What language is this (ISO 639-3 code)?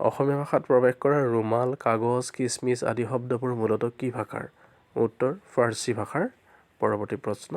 asm